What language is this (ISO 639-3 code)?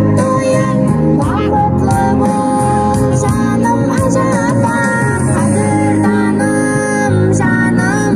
kaa